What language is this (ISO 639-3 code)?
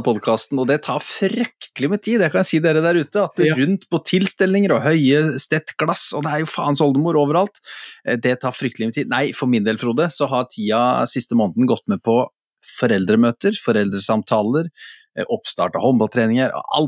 nor